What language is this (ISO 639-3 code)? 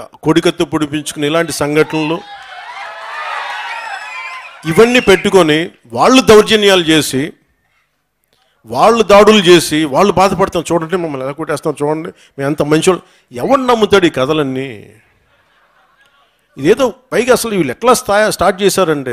tel